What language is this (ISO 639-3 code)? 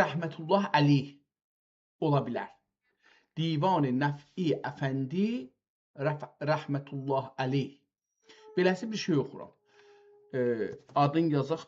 azb